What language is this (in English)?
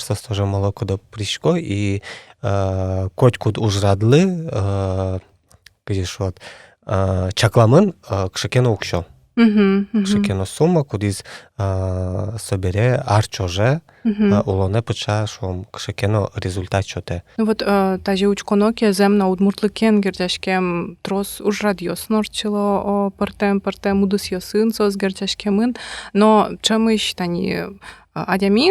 Udmurt